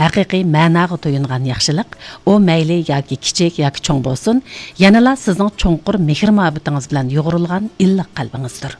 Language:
Uyghur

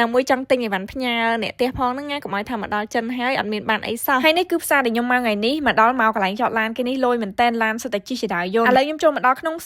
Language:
Khmer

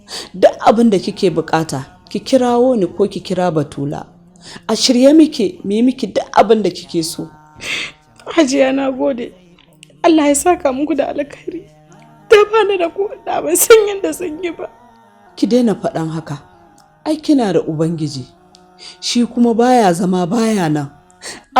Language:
Hausa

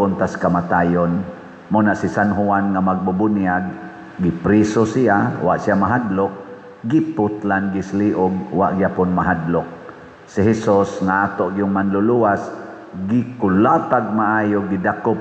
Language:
Cebuano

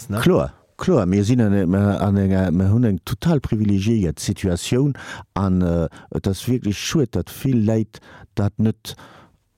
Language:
Luxembourgish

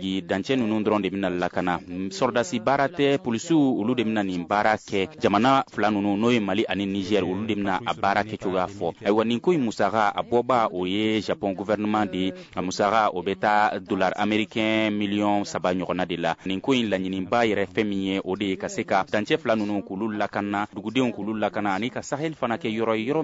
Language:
Bambara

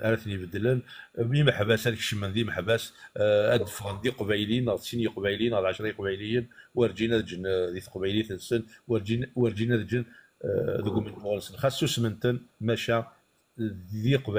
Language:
Kabyle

